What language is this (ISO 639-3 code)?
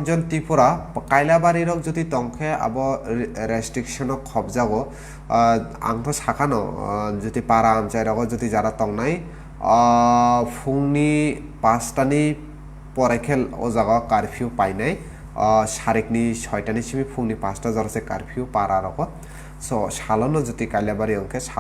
trp